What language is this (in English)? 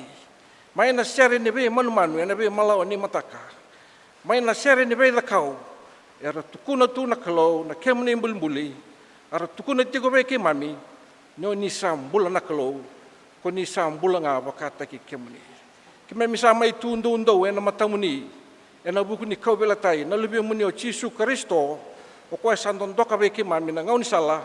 Fijian